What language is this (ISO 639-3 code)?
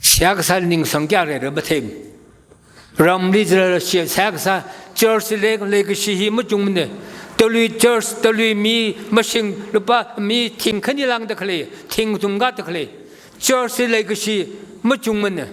nmf